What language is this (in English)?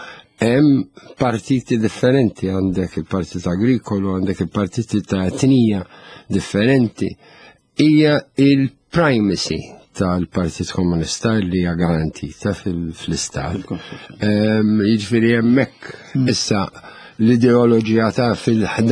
Maltese